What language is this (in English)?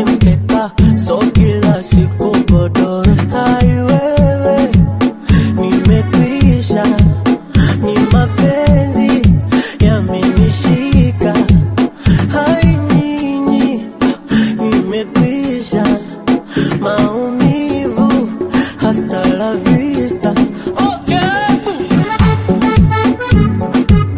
Swahili